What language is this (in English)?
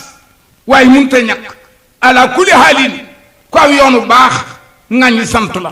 Wolof